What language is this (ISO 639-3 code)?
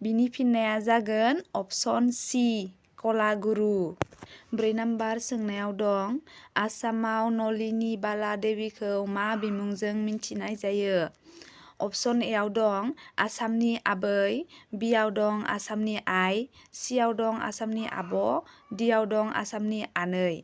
brx